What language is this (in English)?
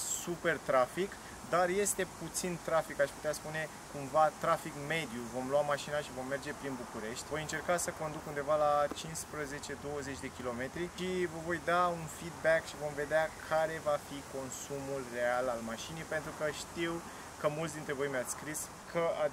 Romanian